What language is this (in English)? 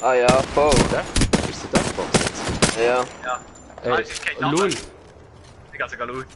Swiss German